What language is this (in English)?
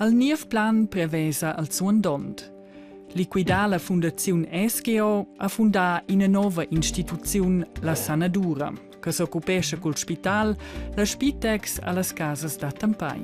Romansh